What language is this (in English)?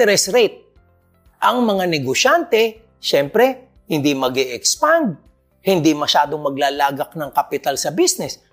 Filipino